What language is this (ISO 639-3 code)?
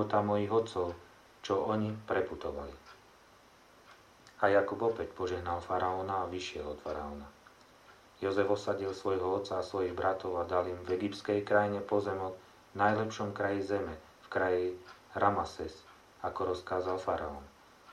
slk